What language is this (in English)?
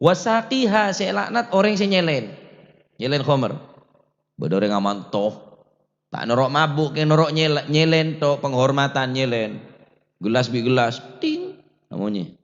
Madurese